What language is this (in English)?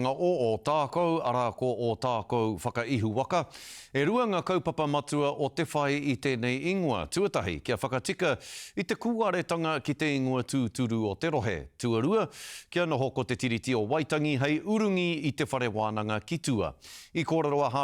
Māori